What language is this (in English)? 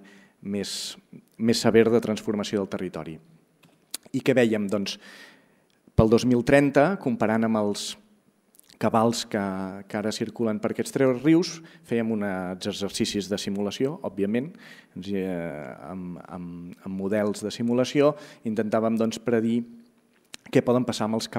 Catalan